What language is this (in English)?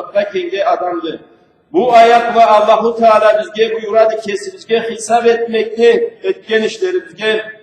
Karachay-Balkar